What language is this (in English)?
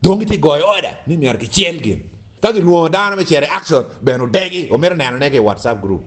Acoli